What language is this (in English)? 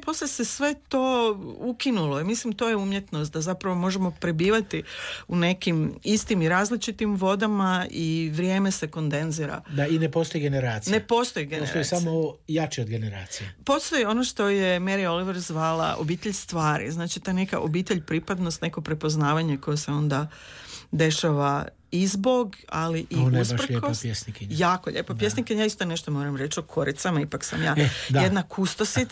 Croatian